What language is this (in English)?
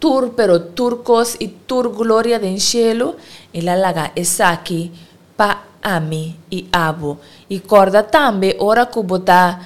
Papiamento